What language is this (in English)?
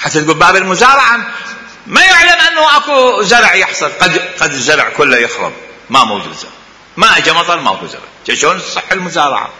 Mesopotamian Arabic